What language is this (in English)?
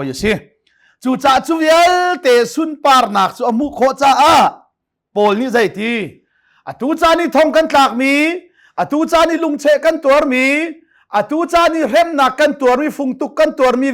Hakha Chin